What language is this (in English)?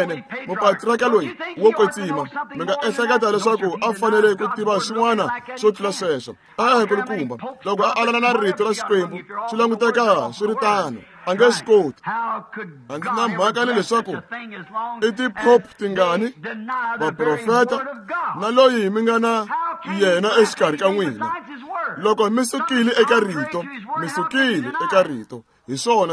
Tsonga